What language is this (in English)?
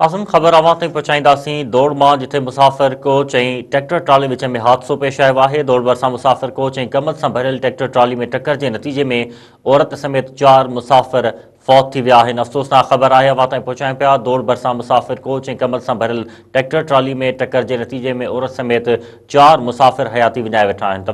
Sindhi